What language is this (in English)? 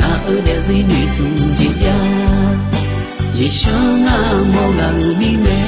Akha